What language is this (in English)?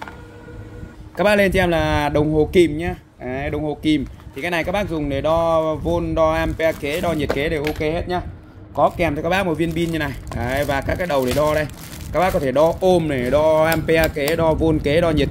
Vietnamese